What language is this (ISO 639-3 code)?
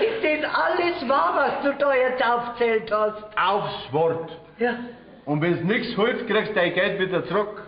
bar